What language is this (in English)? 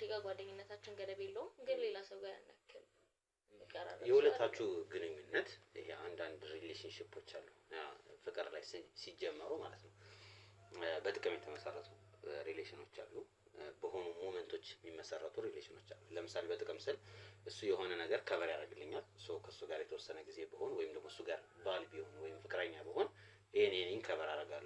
Amharic